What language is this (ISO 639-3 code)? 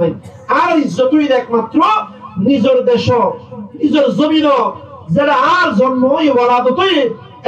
rhg